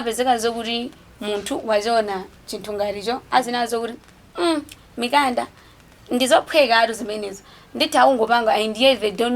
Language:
Nyanja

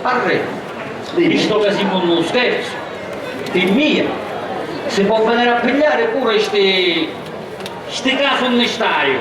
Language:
Sicilian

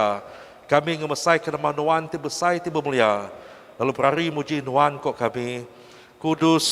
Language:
Iban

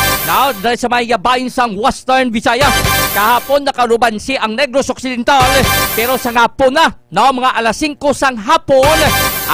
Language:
Hiligaynon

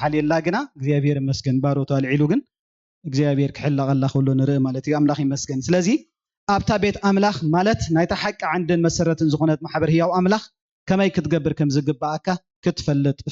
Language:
Tigrinya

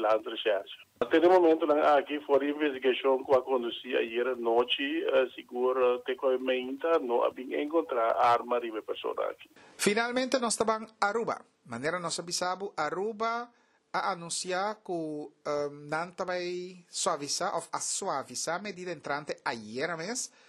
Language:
Papiamento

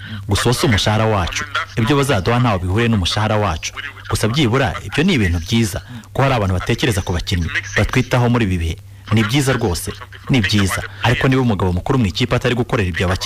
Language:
Kinyarwanda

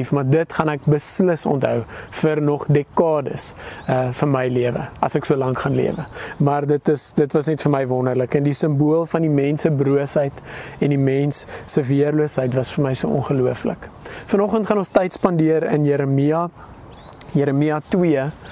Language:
Afrikaans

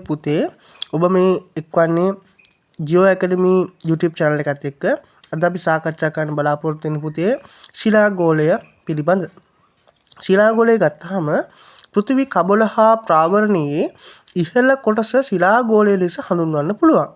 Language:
Sinhala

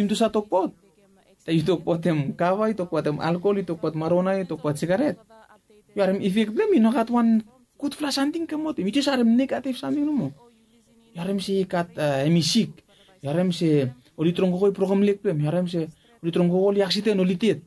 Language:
Bislama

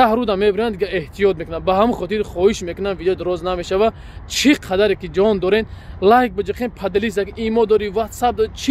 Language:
Tajik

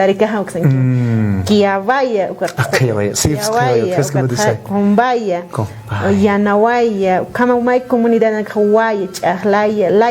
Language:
Aymara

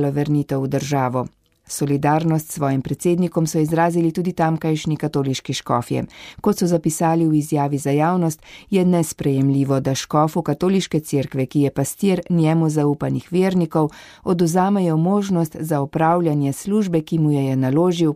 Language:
Slovenian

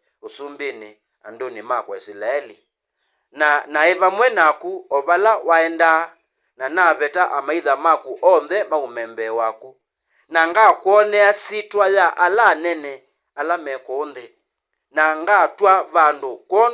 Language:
Kamba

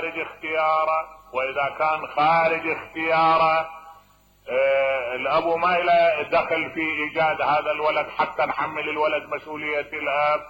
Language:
Mesopotamian Arabic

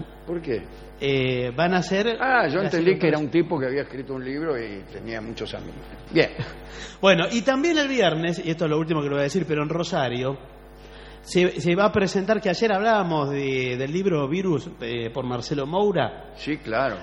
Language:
Spanish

